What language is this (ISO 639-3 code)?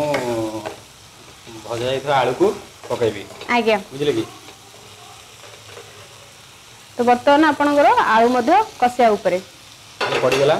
ori